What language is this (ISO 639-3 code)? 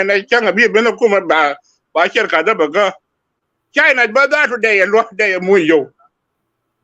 nus